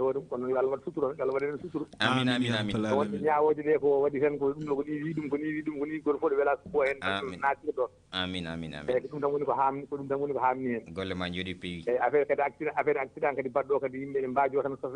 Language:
Fula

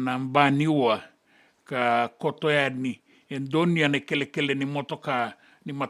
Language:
Fijian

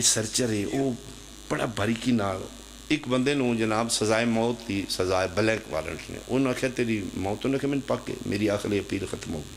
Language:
Pahari-Potwari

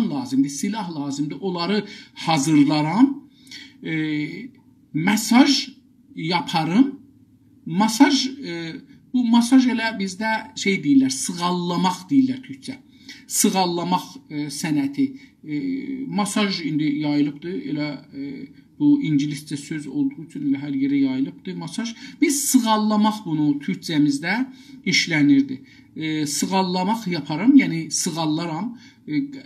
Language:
South Azerbaijani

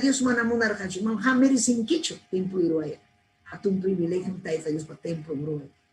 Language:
Ayacucho Quechua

